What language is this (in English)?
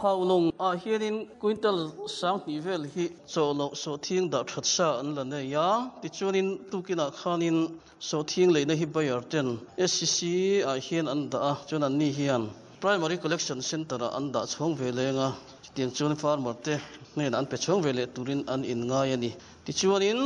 Mizo